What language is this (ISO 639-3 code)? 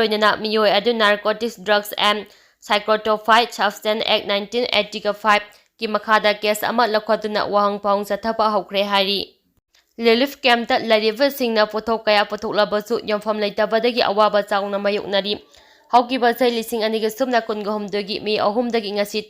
mni